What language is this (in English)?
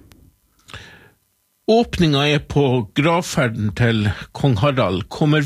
Norwegian